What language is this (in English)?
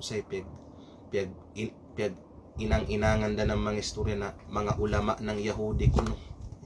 Kalagan